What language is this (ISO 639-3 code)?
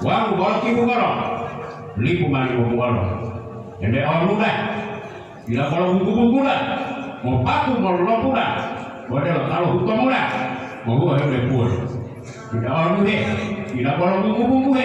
gor